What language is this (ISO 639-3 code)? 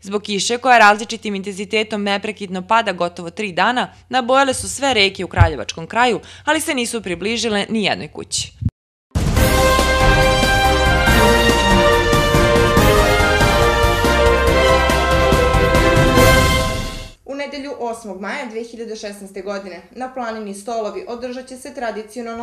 srp